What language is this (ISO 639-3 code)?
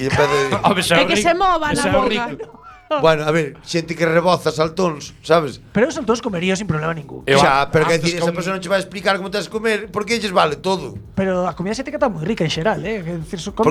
glg